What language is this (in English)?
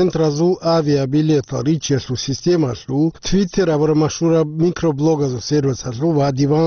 Avaric